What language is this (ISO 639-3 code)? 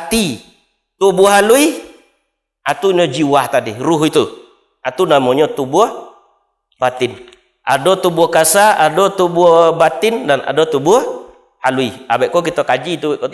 min